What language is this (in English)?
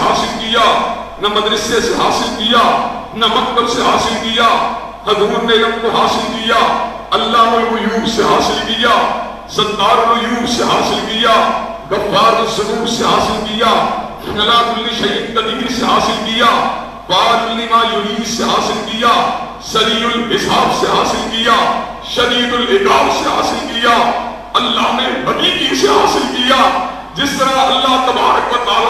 Urdu